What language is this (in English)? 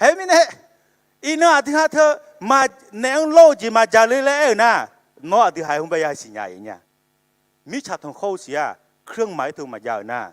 Akha